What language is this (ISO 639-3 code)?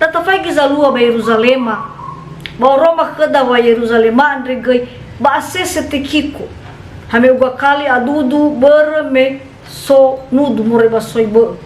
nia